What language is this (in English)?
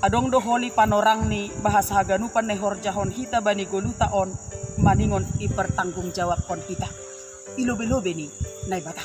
Batak Simalungun